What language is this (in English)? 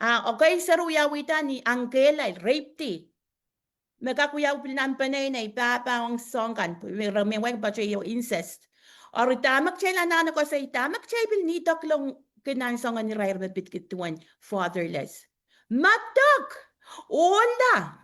Pohnpeian